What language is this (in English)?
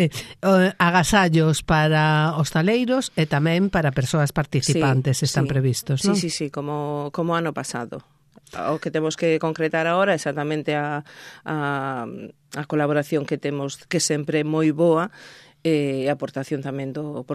Galician